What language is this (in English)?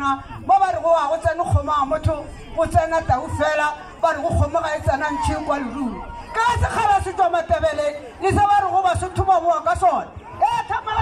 Northern Sotho